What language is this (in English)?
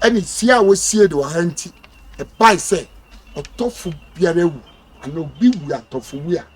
Akan